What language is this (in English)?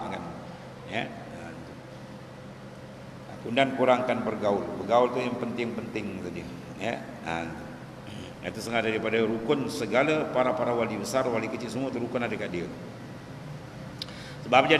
Malay